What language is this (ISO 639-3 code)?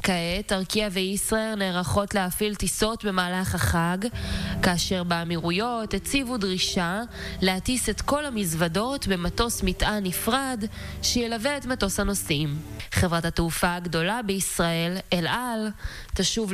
heb